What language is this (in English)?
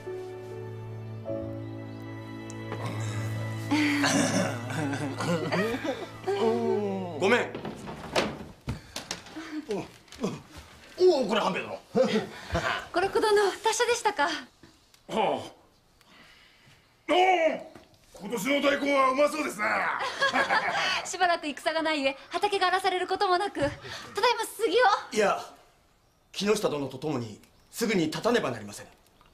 Japanese